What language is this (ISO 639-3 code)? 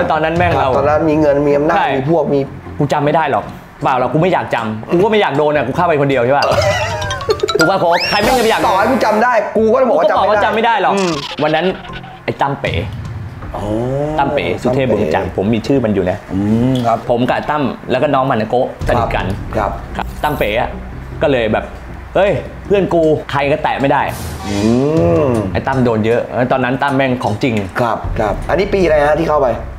tha